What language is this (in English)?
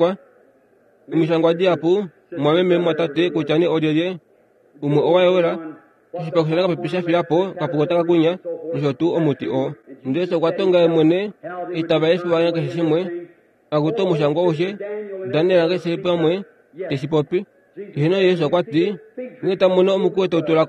Kuanyama